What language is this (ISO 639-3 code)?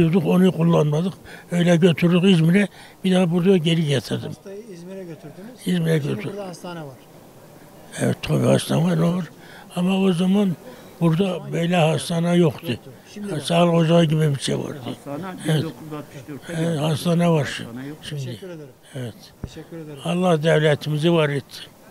tur